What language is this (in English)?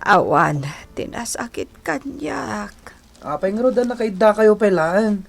Iloko